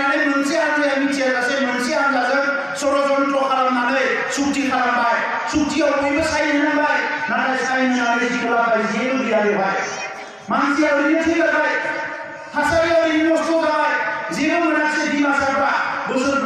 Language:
Bodo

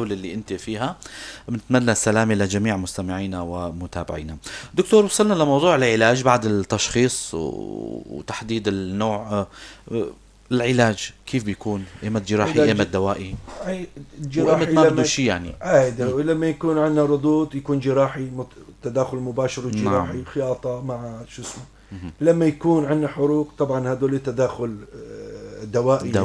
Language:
North Levantine Arabic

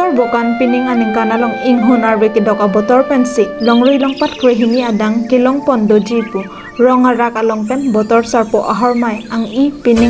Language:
Karbi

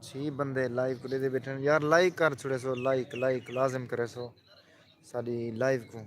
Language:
Saraiki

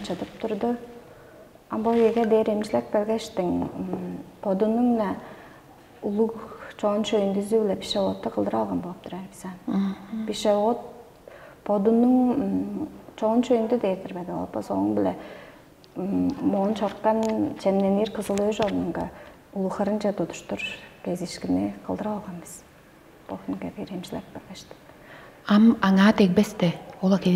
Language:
Tuvinian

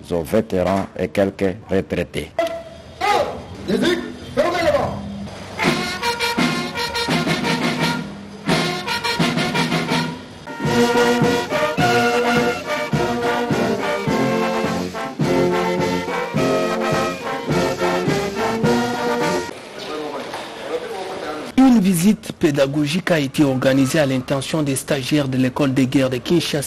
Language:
French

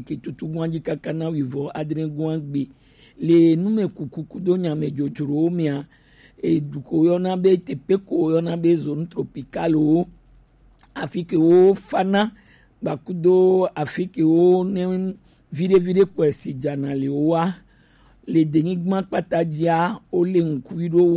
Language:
Gen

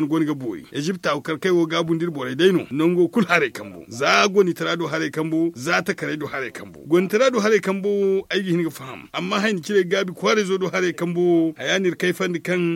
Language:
Zarma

